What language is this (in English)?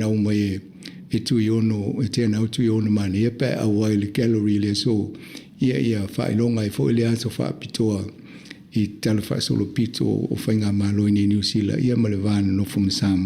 Samoan